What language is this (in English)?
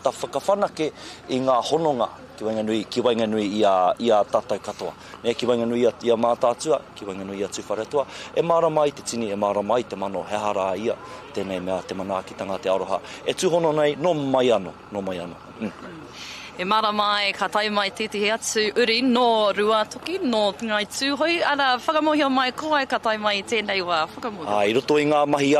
Māori